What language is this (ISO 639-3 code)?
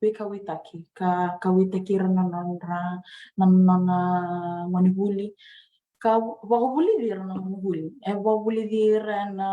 fij